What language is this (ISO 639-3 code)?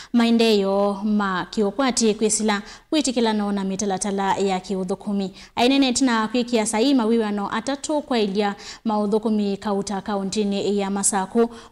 kam